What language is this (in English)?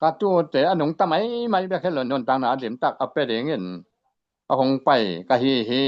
Tedim Chin